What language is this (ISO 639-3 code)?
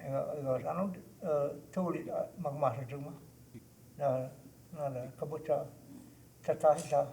cho